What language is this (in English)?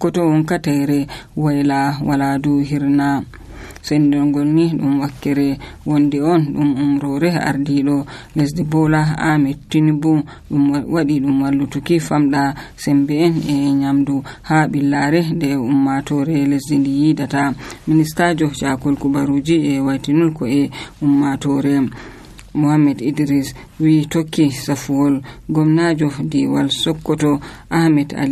Nigerian Fulfulde